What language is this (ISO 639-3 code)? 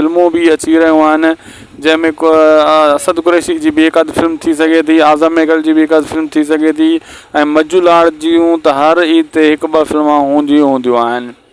snd